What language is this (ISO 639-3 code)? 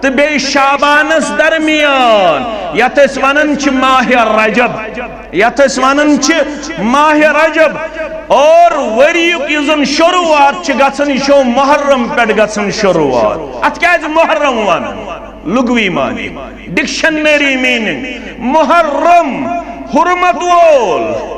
kas